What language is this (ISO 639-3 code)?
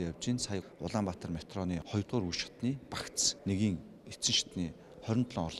mon